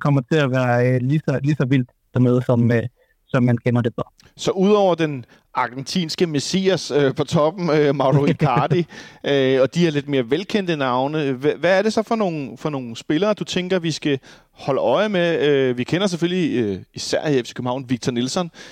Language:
Danish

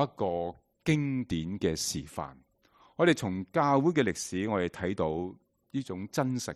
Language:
Cantonese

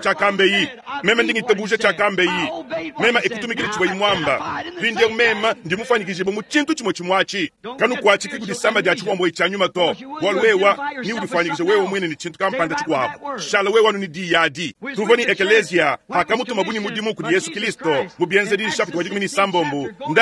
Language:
Luba-Lulua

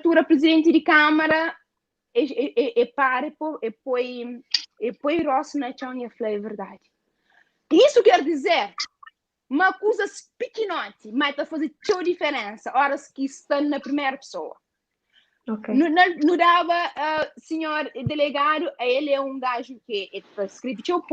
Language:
Kabuverdianu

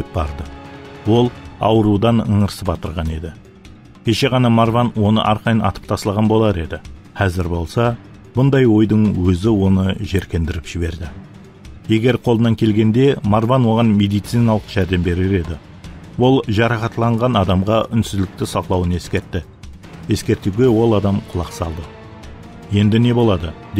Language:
Kara-Kalpak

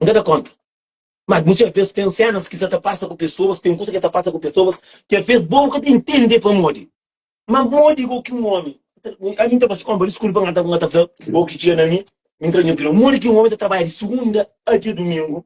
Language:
Kabuverdianu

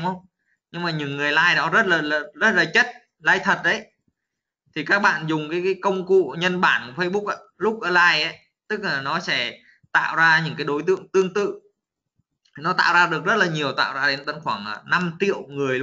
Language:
Vietnamese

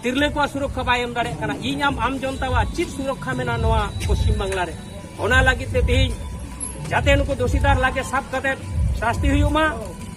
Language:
Santali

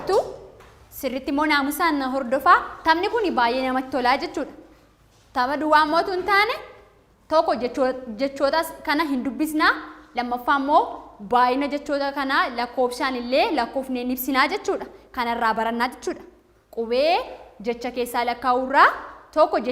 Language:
Oromo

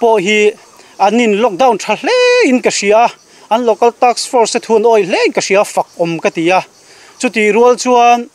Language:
Mizo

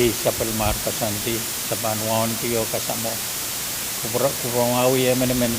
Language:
Pohnpeian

